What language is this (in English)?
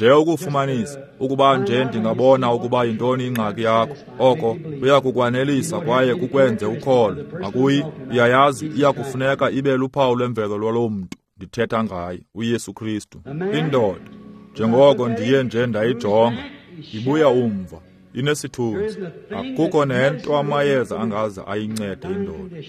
Xhosa